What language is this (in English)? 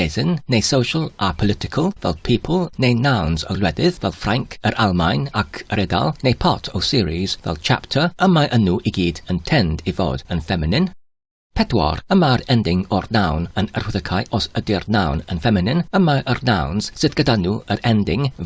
Welsh